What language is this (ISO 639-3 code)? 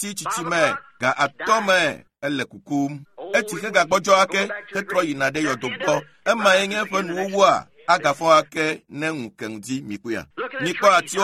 ewe